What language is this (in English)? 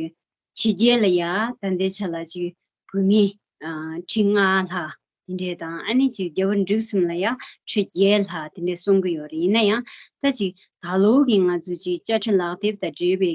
Tibetan